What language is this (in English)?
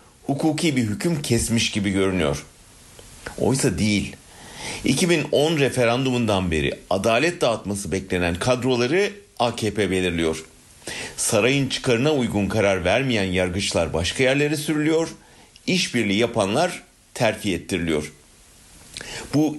Turkish